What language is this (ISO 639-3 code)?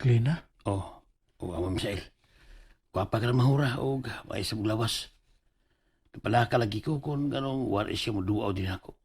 ceb